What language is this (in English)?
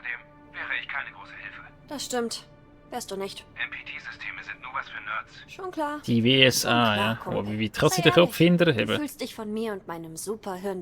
Swiss German